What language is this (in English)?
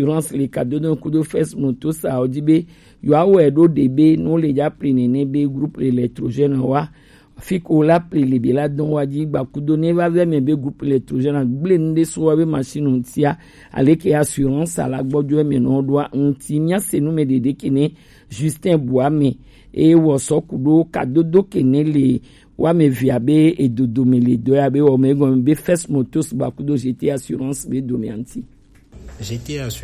Gen